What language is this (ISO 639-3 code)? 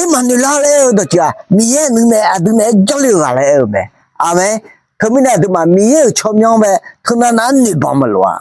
ahk